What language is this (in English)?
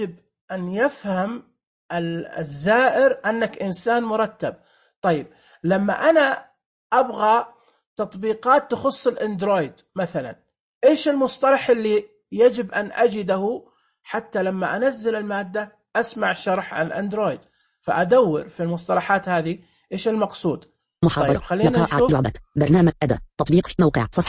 Najdi Arabic